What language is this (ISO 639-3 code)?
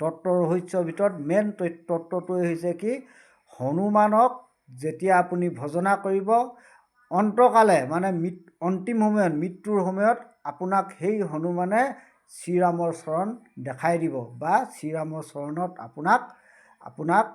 asm